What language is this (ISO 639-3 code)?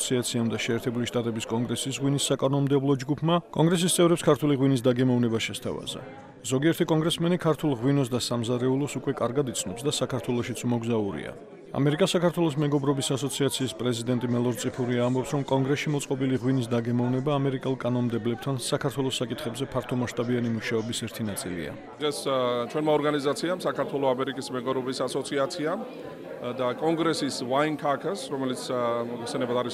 kat